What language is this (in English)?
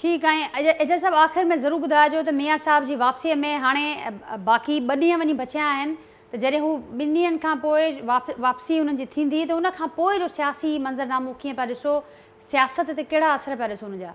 Sindhi